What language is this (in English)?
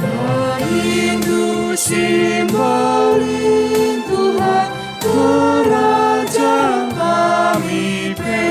Batak Karo